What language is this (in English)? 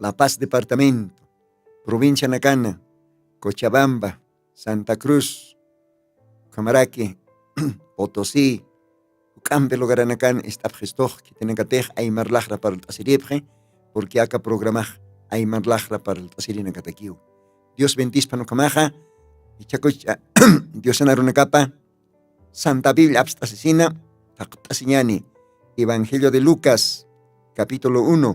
Aymara